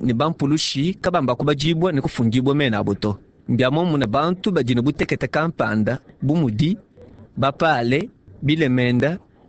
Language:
Luba-Lulua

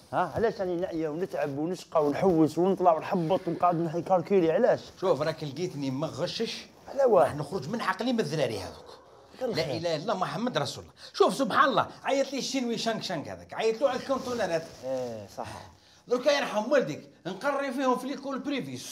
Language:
Algerian Arabic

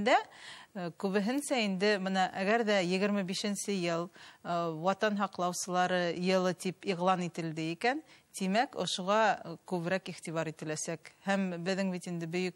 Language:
Bashkir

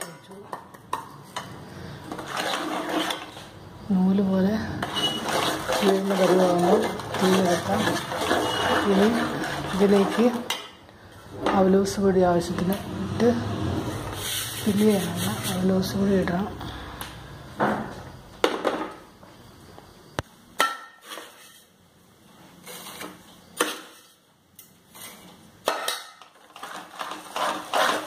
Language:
Malayalam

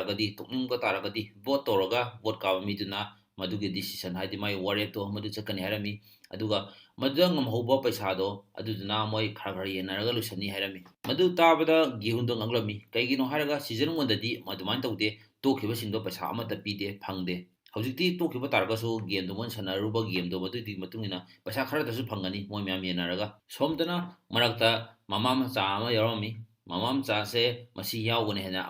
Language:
Manipuri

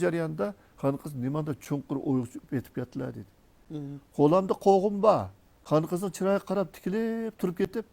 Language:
Uyghur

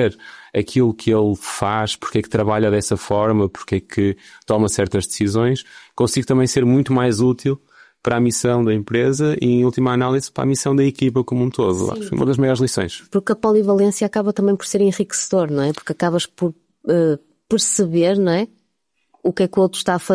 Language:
Portuguese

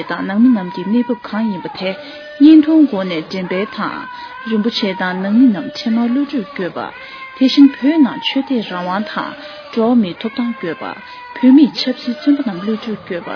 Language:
Tibetan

